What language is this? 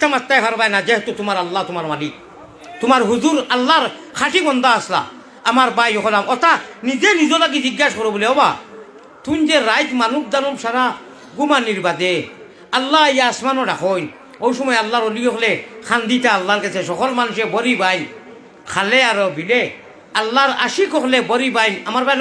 Sylheti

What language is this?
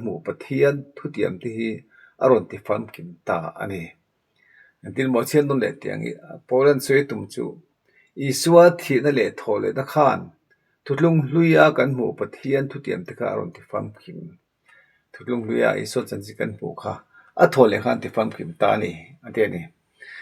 Mizo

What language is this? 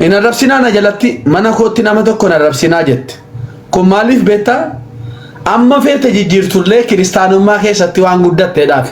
Oromo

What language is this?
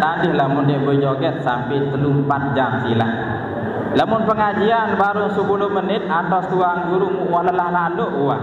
Sasak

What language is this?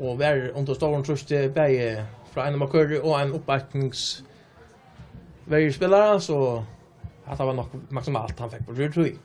Faroese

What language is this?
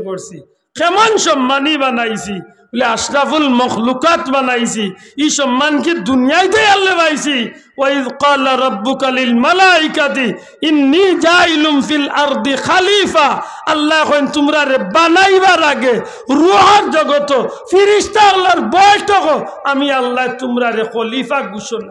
Sylheti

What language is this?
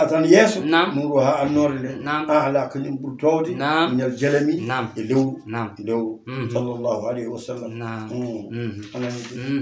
Fula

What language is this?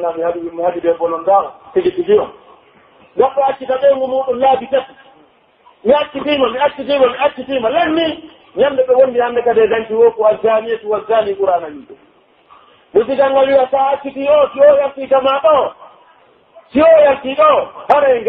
Pular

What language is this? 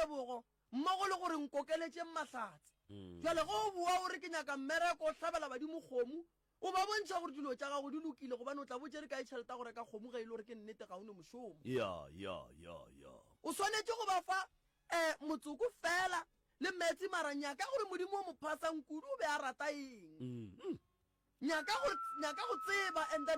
Northern Sotho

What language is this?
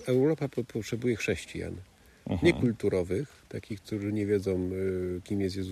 Polish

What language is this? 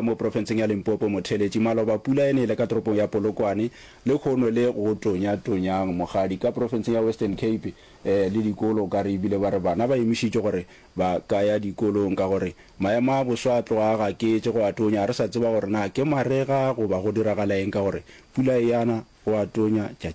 Northern Sotho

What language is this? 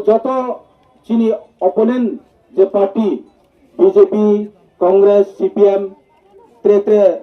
Riang (India)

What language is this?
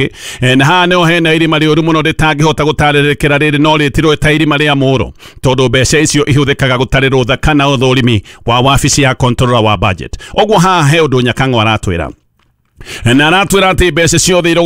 Kikuyu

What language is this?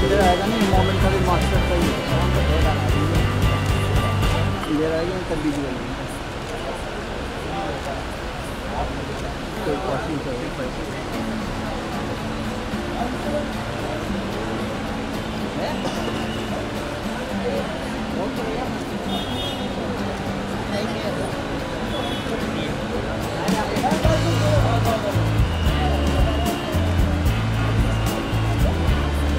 Hindi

